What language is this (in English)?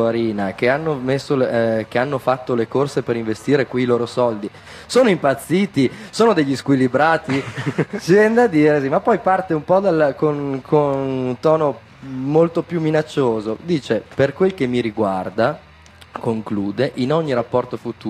Italian